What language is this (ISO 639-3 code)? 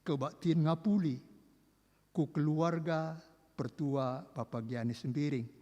btx